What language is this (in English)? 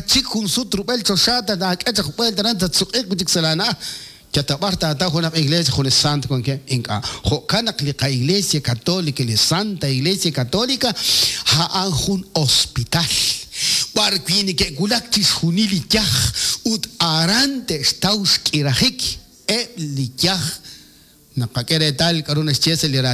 Kekchí